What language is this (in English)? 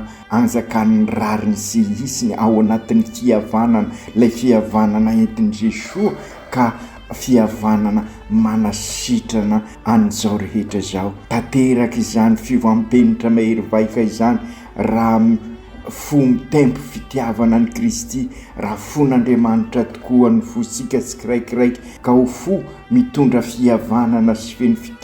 Malagasy